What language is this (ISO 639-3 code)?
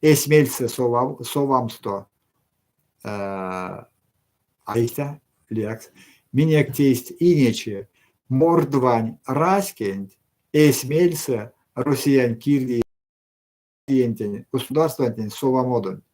myv